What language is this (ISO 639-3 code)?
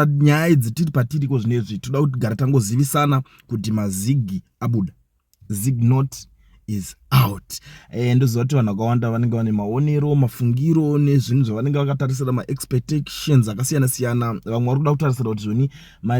sna